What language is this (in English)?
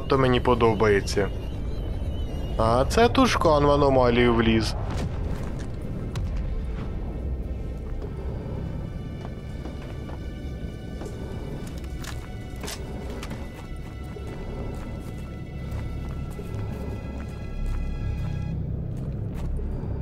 Ukrainian